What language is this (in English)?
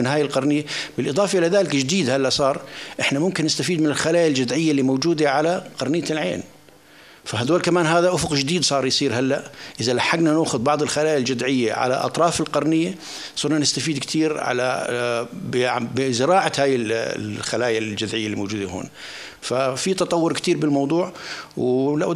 North Levantine Arabic